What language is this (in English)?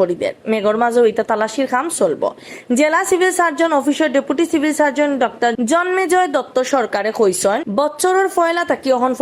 Sylheti